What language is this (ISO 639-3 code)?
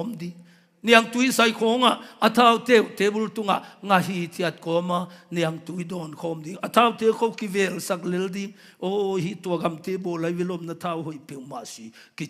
ctd